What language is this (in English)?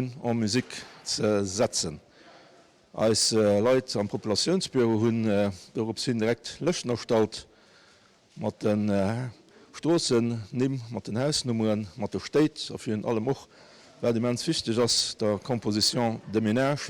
Luxembourgish